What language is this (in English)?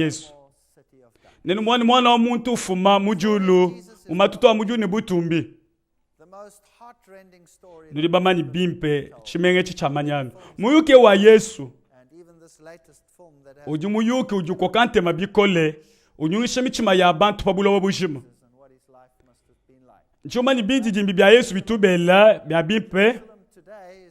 Luba-Lulua